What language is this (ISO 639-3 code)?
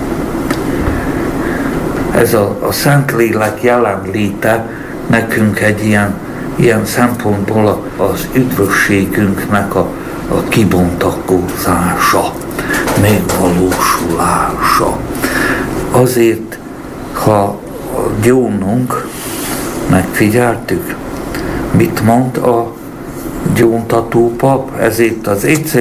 hun